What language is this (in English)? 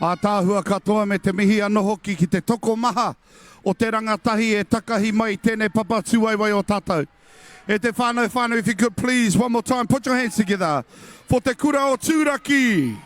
Māori